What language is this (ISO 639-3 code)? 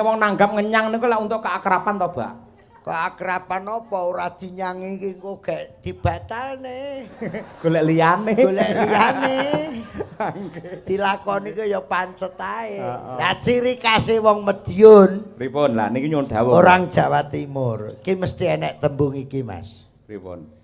jav